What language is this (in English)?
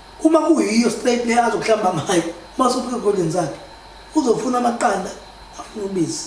Zulu